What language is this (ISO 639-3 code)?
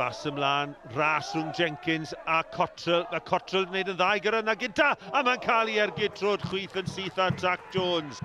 cym